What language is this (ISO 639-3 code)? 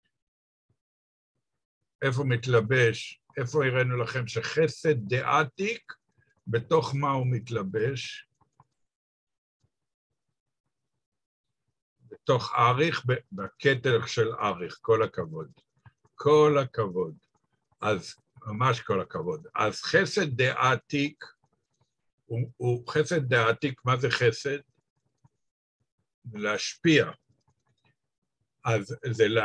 heb